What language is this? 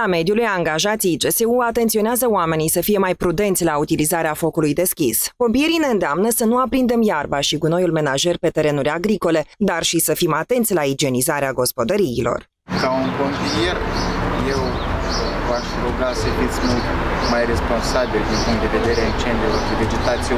Romanian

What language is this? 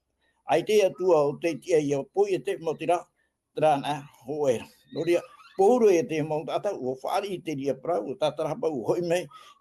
Tahitian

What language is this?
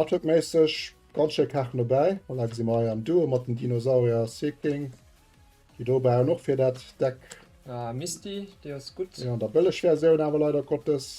Luxembourgish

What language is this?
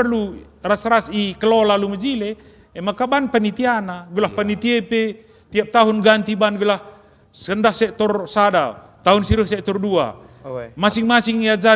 Batak Karo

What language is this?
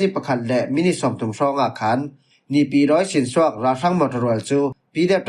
Falam Chin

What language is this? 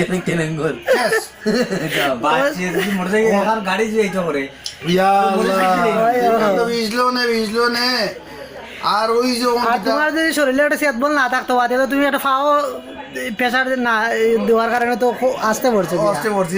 Sylheti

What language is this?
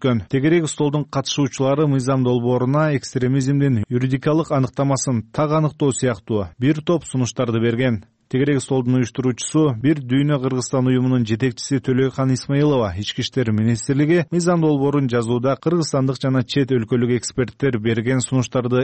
Kyrgyz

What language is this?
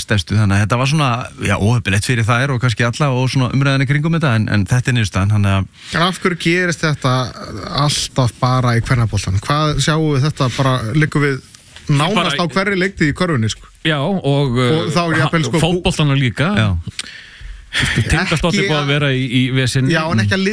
Icelandic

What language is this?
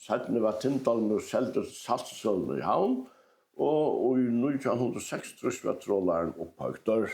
Faroese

